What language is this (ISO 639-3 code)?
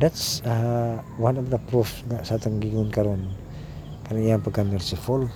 ceb